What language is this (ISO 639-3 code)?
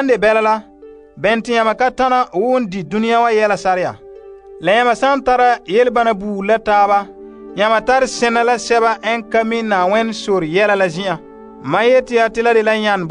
gur